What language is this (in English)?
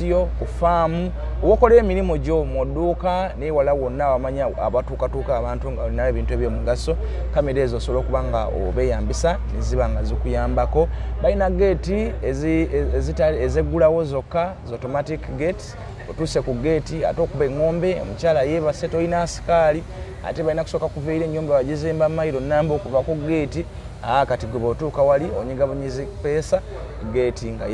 Ganda